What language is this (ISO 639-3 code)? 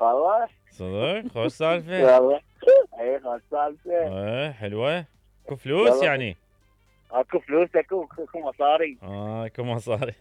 acm